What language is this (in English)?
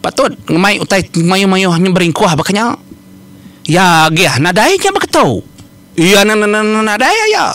Iban